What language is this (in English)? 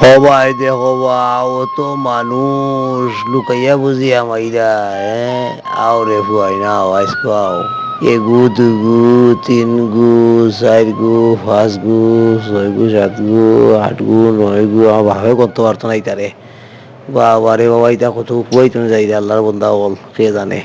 Sylheti